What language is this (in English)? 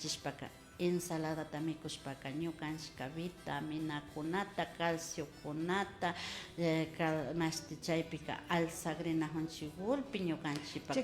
Imbabura Highland Quichua